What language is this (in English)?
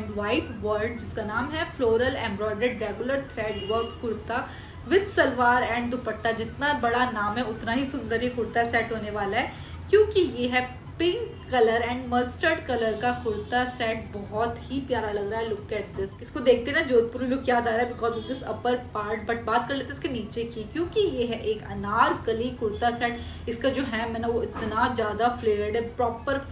Hindi